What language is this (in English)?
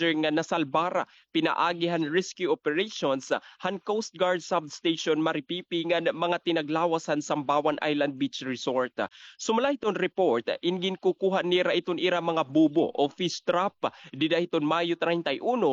Waray